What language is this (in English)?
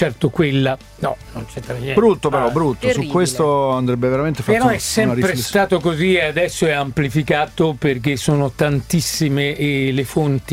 Italian